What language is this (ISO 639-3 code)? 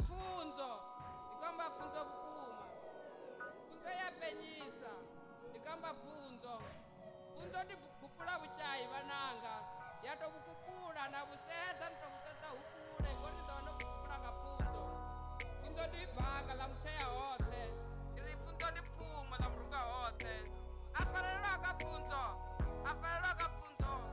ven